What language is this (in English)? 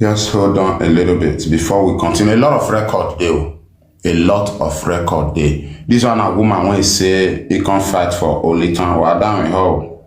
Nigerian Pidgin